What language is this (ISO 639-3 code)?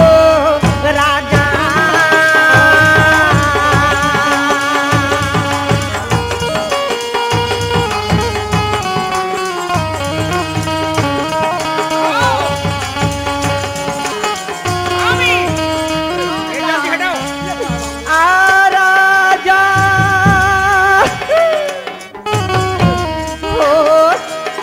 bho